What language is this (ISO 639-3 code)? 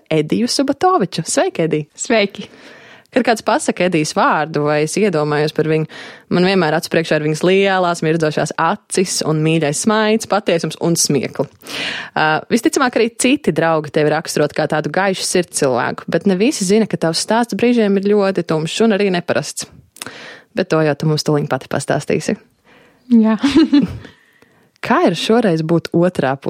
lav